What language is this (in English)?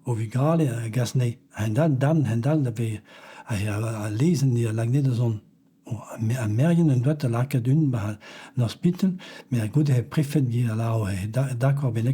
Breton